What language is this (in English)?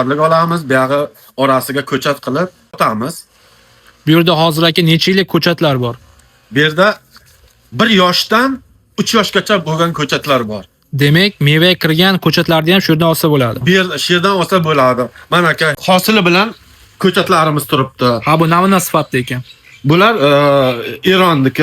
Uzbek